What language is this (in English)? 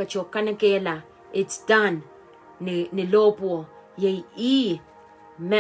Pohnpeian